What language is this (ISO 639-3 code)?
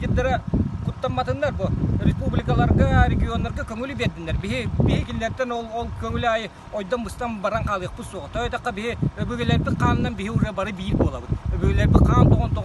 sah